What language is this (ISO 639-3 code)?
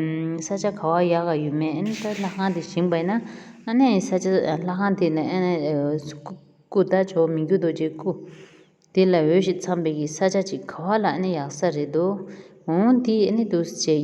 bod